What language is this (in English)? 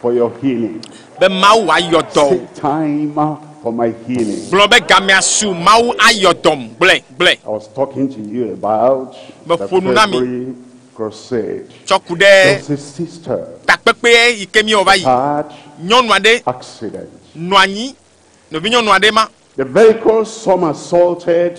Ewe